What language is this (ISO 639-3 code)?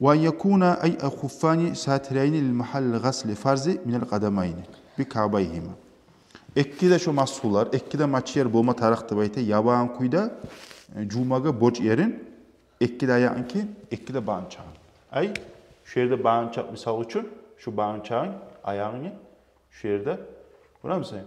kum